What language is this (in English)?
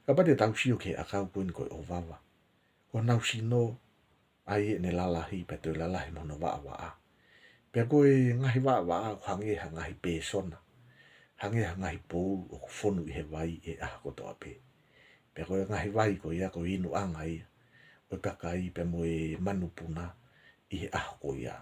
Tongan